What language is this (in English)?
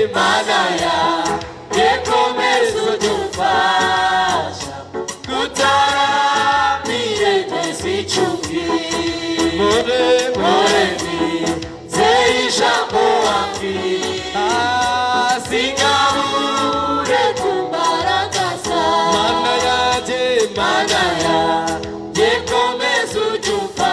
Kinyarwanda